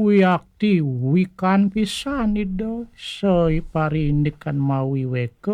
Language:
Balinese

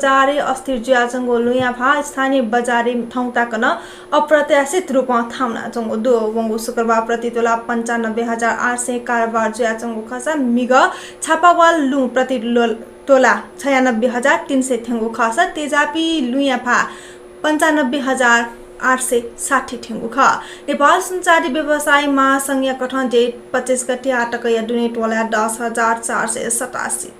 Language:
Newari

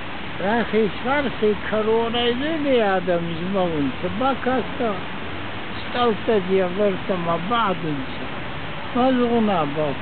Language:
Ossetic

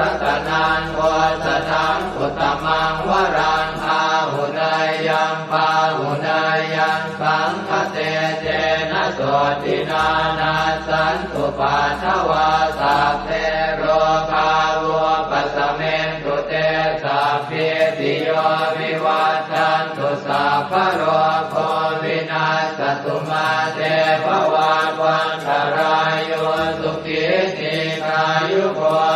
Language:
Pali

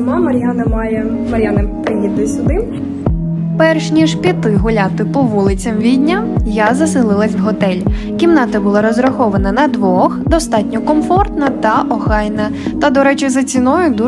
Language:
Ukrainian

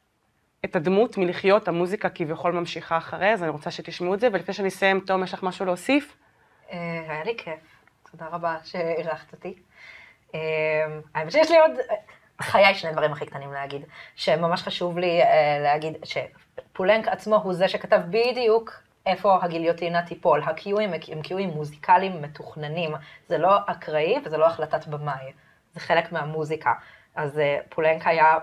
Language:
Hebrew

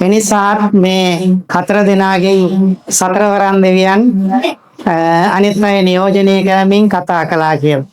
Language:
Sinhala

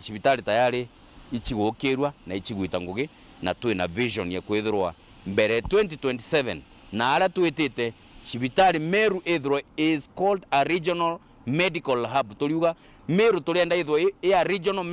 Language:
Meru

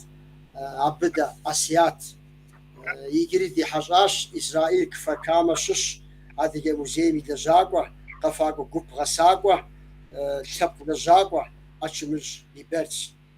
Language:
Kabardian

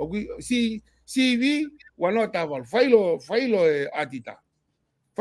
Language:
Tongan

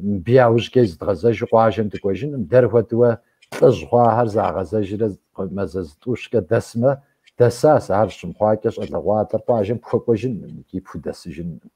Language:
Kabardian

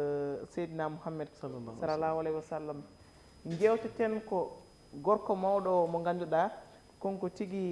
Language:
Fula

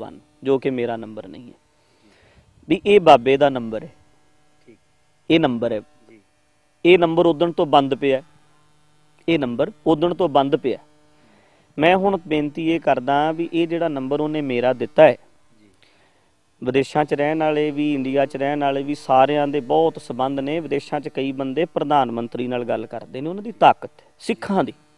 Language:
Punjabi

